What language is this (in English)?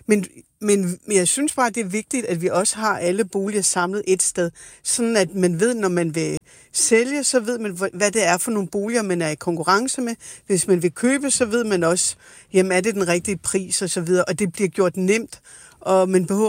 Danish